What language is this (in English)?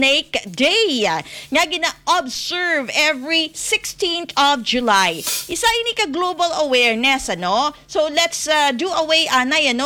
Hiligaynon